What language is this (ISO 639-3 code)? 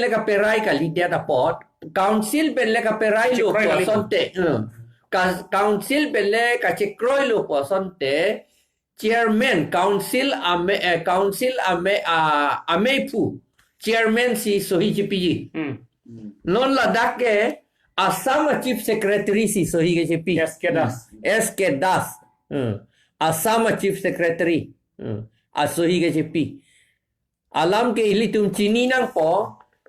mjw